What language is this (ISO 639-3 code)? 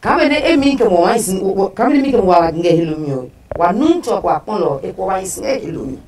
ada